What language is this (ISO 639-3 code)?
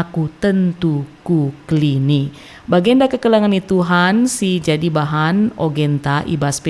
btx